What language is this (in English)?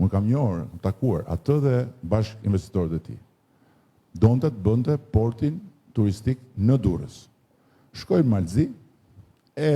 Albanian